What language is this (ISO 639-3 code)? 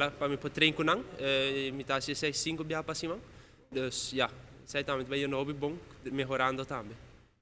pap